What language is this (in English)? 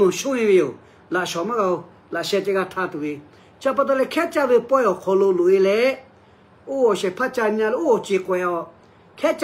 Lahu